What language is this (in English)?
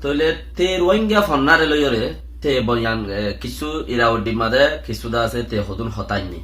Rohingya